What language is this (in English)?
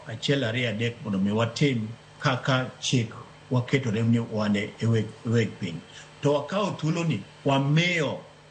Luo (Kenya and Tanzania)